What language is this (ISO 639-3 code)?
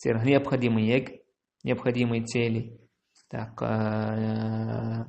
che